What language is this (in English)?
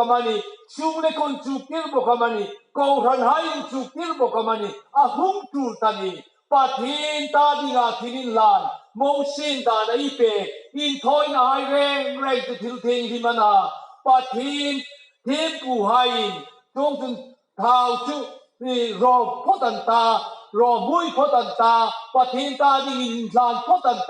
Hmar